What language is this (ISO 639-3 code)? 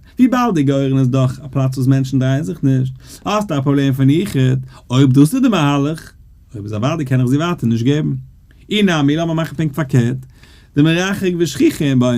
yid